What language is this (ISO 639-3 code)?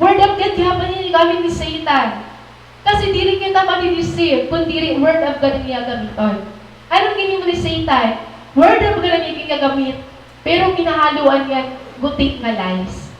war